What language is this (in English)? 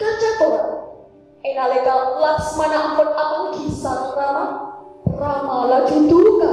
Madurese